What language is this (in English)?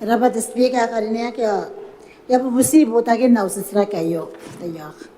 Gilbertese